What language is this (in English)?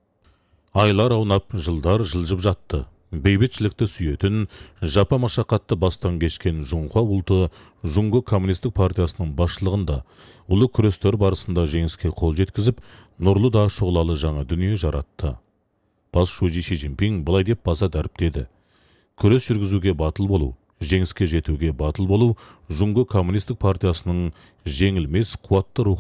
Kazakh